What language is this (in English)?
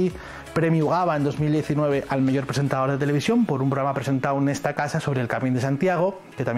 Asturian